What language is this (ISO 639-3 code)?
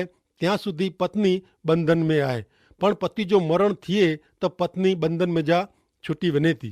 kfr